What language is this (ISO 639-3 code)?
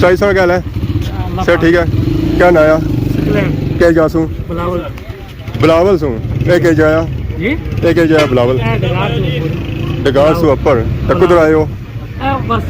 phr